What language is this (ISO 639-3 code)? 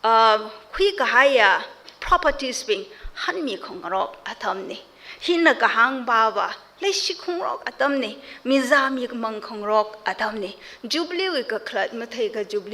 nmf